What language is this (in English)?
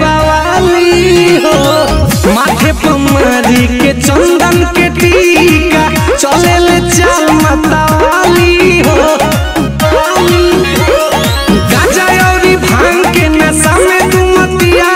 Bhojpuri